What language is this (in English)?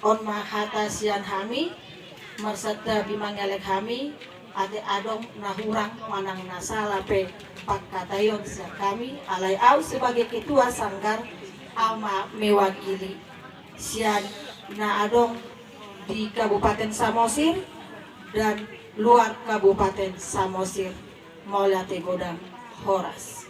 Batak Toba